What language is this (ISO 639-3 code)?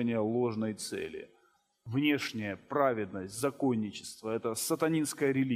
rus